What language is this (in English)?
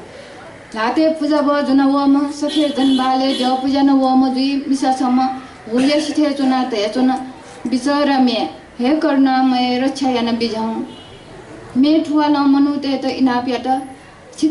Newari